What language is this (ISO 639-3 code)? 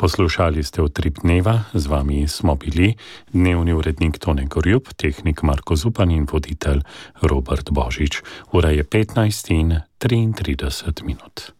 slv